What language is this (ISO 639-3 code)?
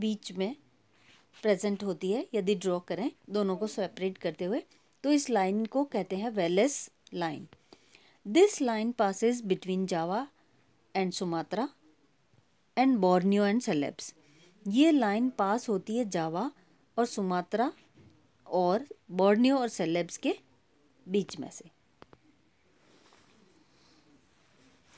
hin